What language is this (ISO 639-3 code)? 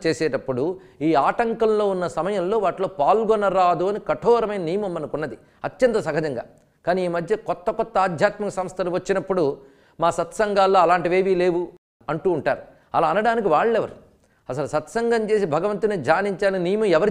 tel